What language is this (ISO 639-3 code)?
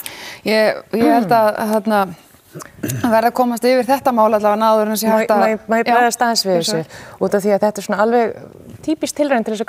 isl